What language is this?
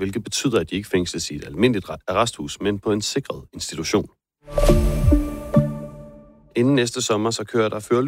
Danish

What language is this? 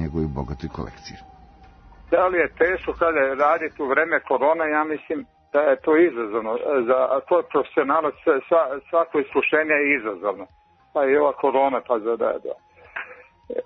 Serbian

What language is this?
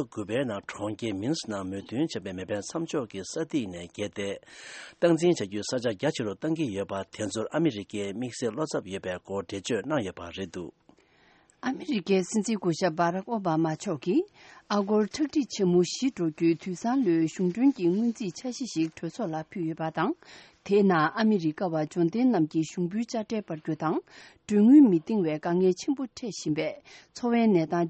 Tibetan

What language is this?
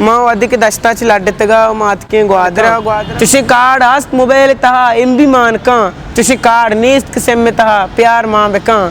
Eastern Balochi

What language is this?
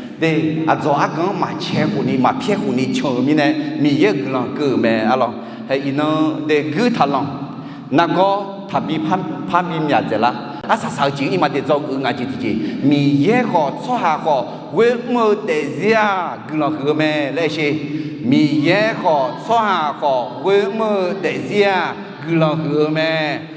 Akha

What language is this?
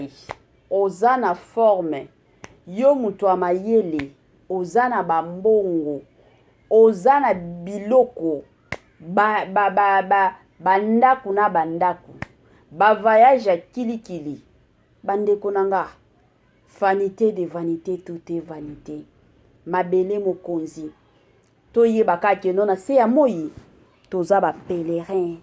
Lingala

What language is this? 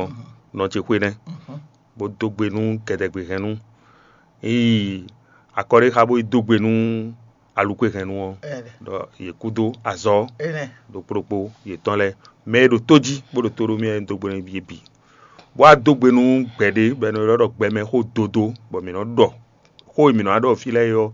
Fon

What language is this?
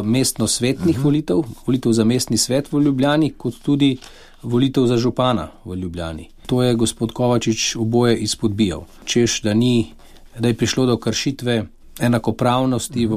Slovenian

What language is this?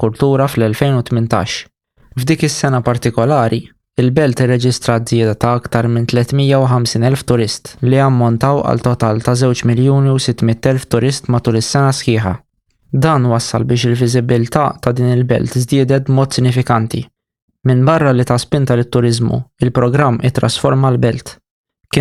Maltese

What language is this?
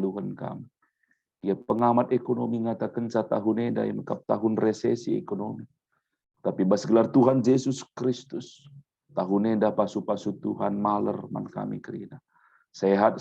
Batak Karo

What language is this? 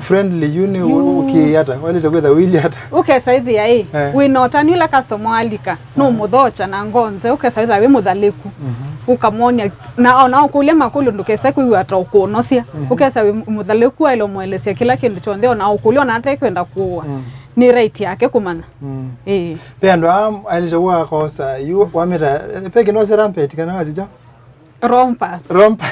Kamba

